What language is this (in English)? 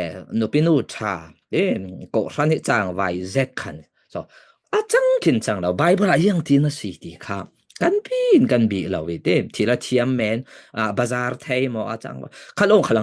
Falam Chin